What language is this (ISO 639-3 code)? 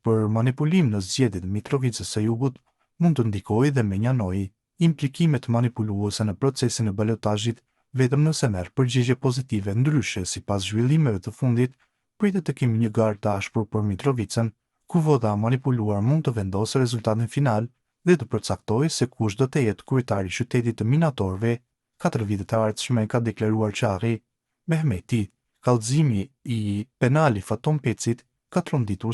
sqi